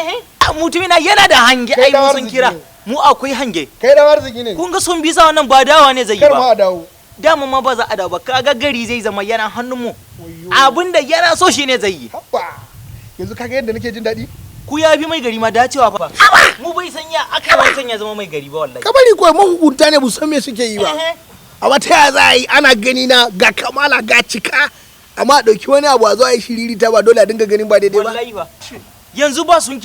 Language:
Hausa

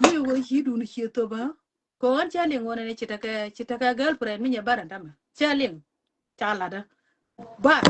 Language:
Nuer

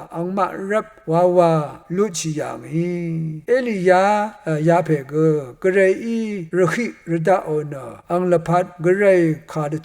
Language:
Rawang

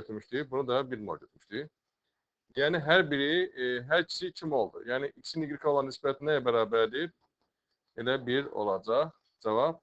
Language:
Azerbaijani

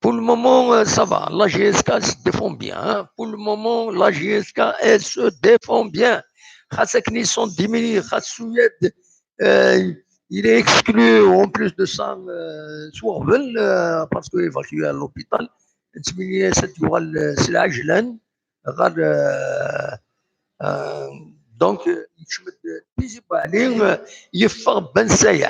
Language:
Kabyle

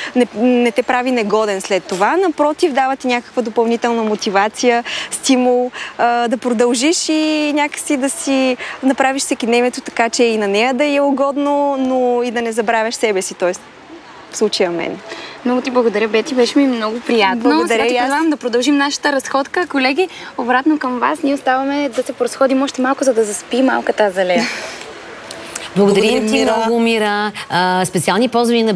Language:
Bulgarian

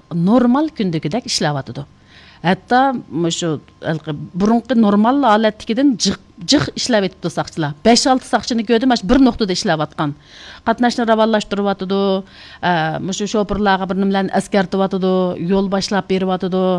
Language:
Uyghur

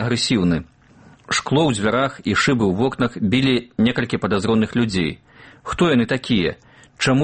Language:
Belarusian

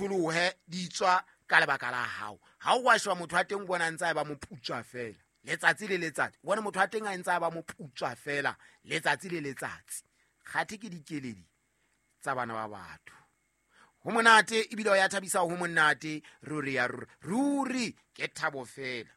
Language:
Southern Sotho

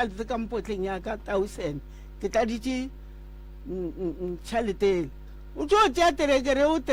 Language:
Northern Sotho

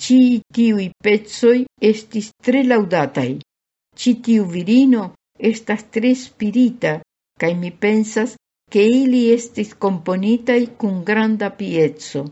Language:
Esperanto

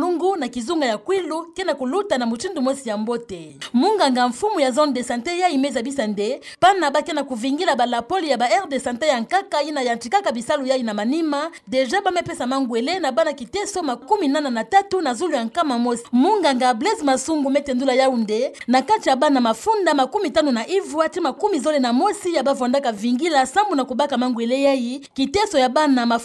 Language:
Kituba (Democratic Republic of Congo)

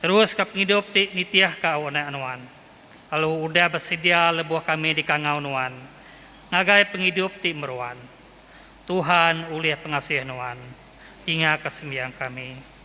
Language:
Iban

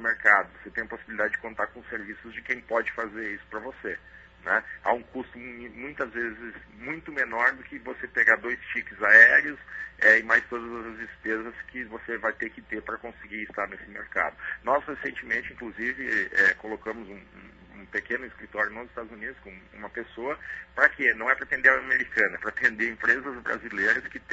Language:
Portuguese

